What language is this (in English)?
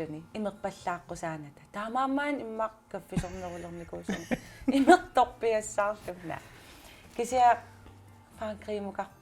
Kalaallisut